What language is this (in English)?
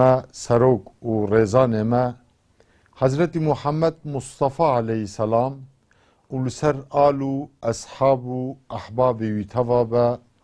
Kurdish